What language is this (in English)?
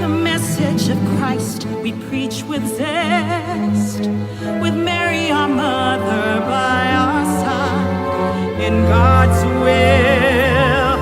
Pampanga